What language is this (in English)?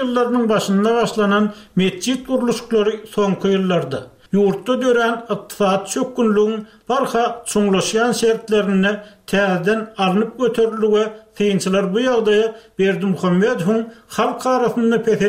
Turkmen